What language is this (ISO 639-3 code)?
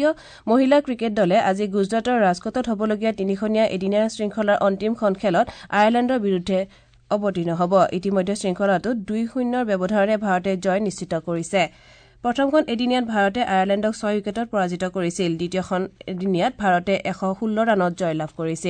asm